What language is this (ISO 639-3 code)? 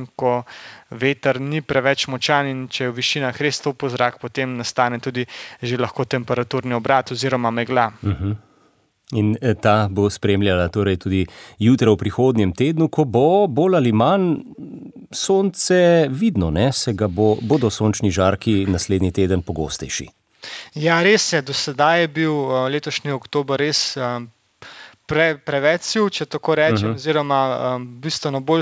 slv